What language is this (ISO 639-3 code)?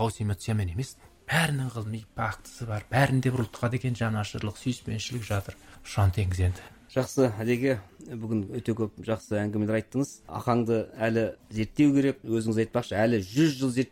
kaz